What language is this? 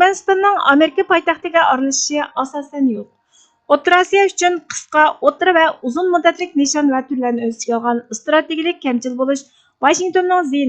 Uyghur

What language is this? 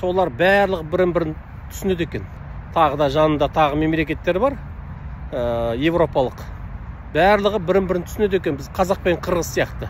Kazakh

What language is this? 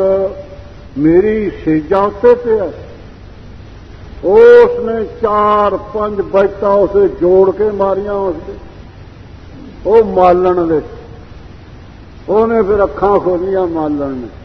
Punjabi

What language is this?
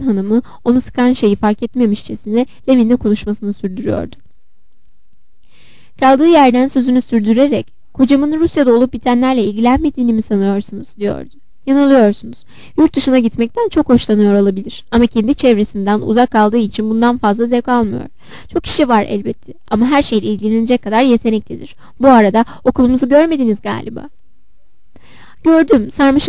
Turkish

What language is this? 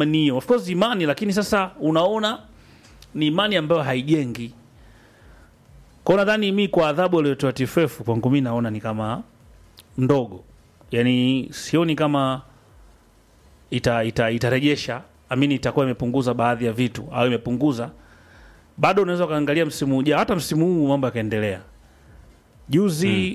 Swahili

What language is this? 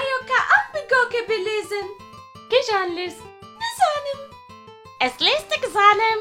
Kurdish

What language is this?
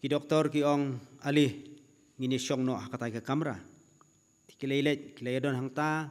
Khasi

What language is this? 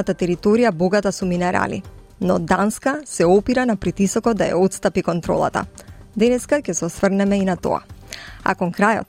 Macedonian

